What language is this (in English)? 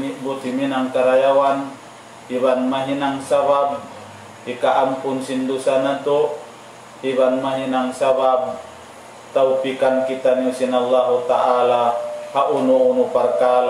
Tausug